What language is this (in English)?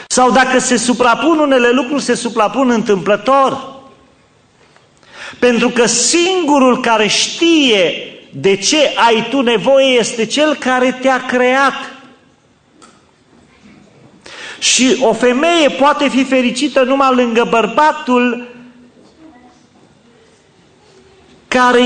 Romanian